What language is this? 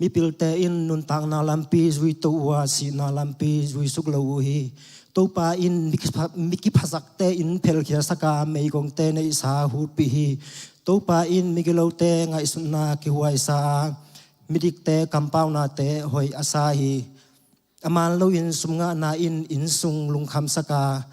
Tedim Chin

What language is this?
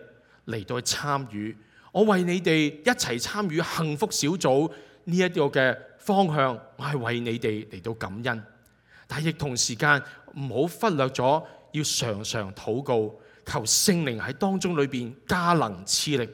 Cantonese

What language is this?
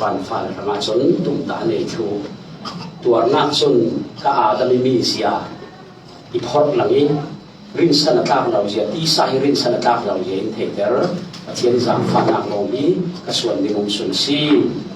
Falam Chin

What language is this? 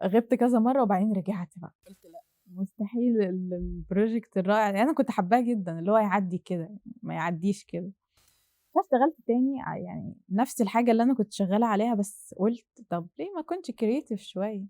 Egyptian Arabic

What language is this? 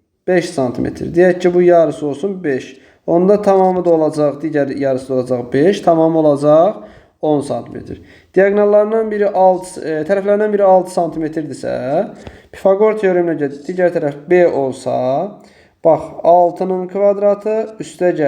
Azerbaijani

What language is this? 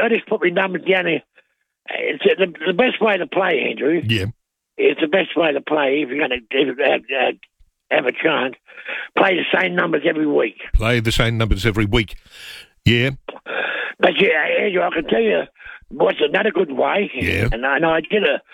English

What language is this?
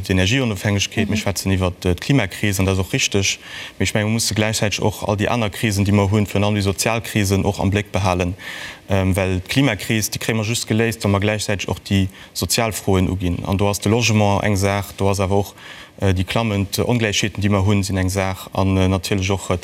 Luxembourgish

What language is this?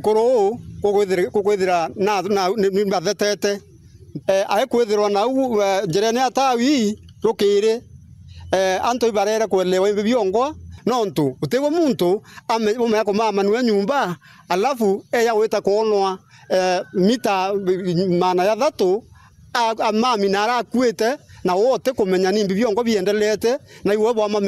Meru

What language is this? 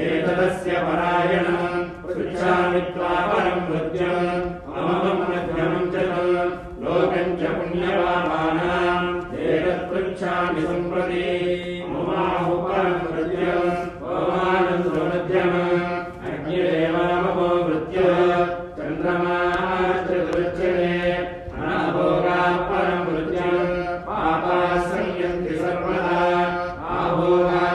Sanskrit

